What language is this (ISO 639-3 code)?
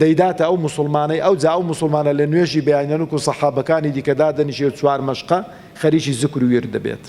ckb